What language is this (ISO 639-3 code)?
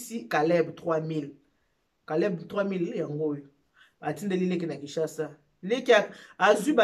lin